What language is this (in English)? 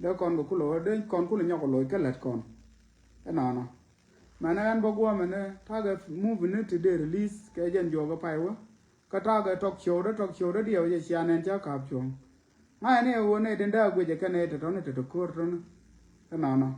Nuer